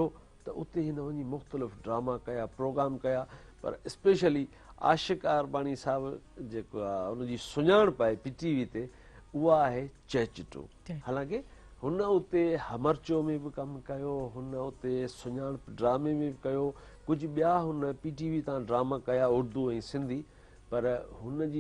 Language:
Sindhi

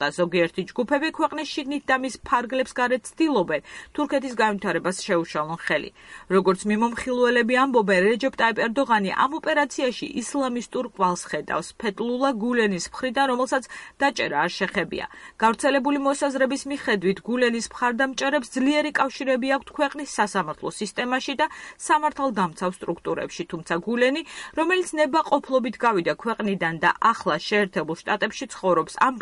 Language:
Georgian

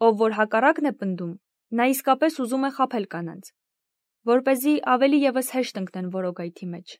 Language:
Armenian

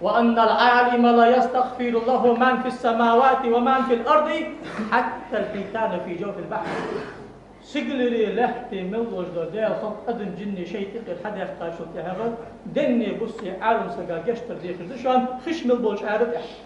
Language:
Ingush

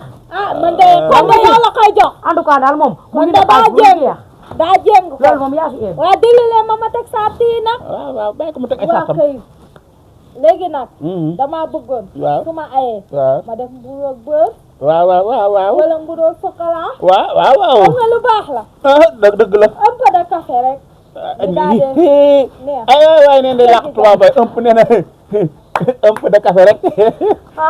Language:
Wolof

